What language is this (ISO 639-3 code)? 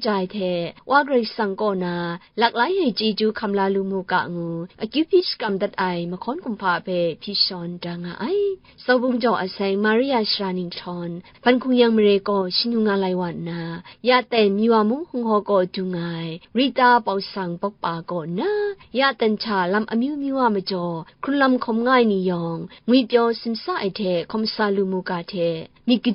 kac